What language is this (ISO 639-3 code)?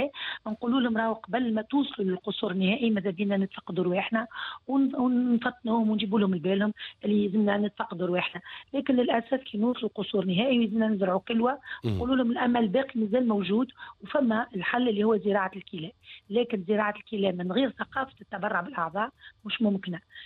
aeb